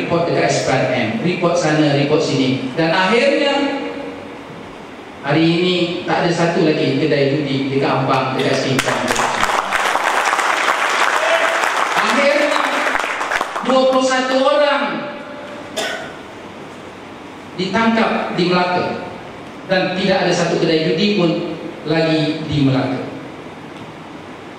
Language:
Malay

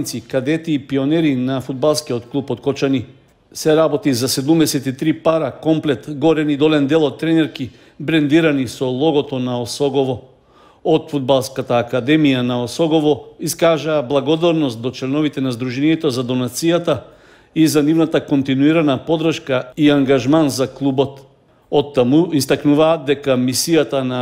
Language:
Macedonian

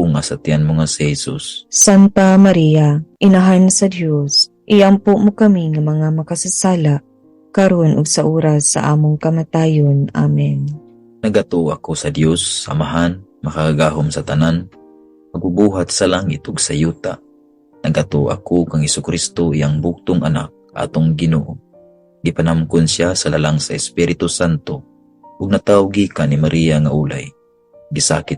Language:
Cebuano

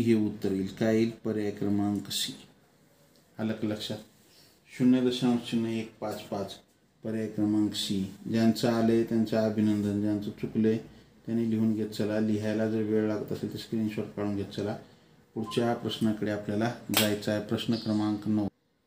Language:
Marathi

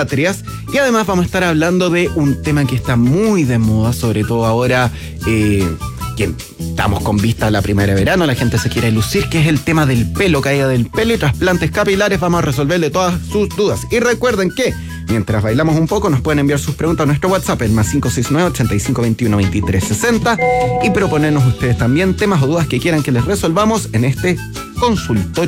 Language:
Spanish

